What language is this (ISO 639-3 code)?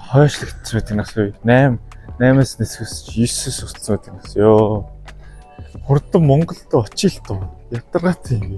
mon